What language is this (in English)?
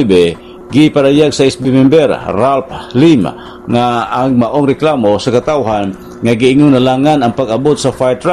Cebuano